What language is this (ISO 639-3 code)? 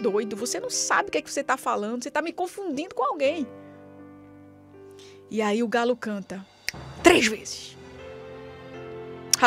por